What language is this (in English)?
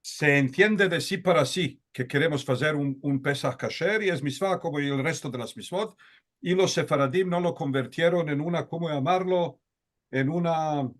Ladino